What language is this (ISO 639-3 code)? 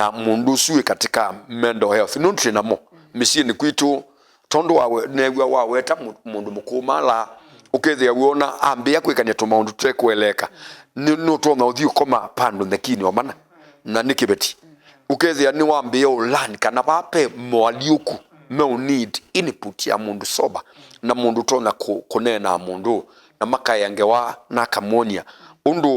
kam